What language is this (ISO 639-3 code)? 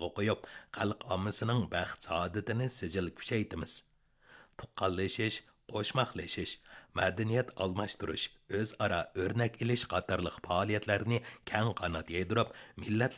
uig